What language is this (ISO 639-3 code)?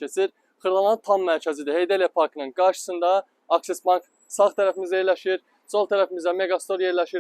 aze